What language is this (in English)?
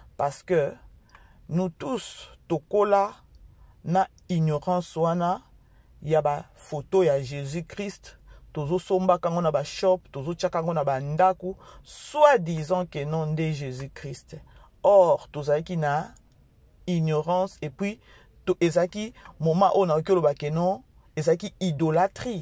Lingala